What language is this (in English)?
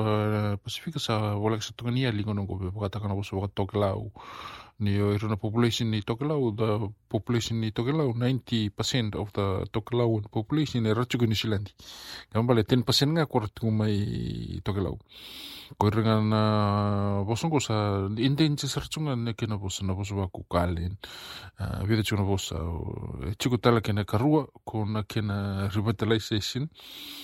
Fijian